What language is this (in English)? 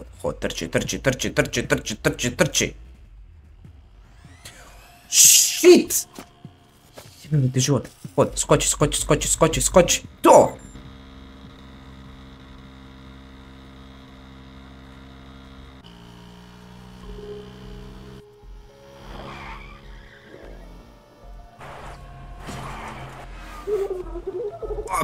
Croatian